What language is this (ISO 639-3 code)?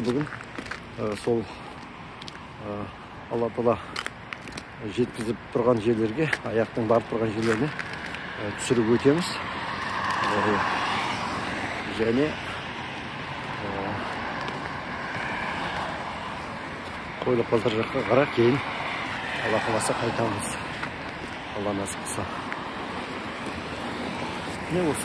kaz